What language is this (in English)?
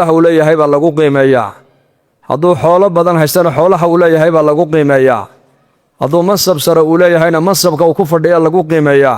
Somali